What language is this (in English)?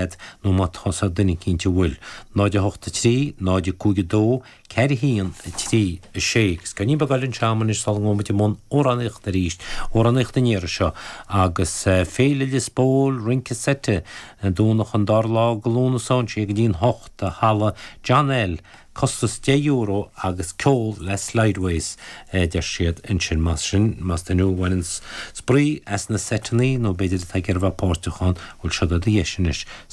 Irish